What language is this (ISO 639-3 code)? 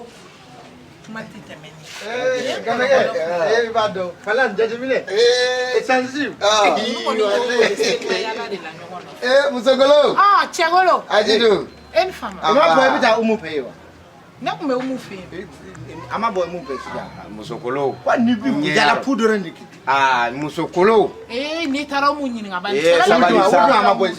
bam